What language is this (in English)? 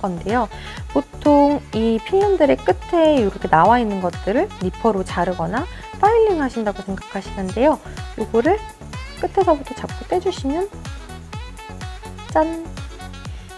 Korean